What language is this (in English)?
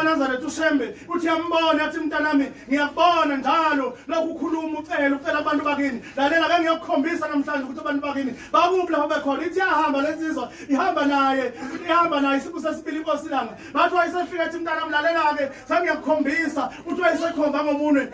Zulu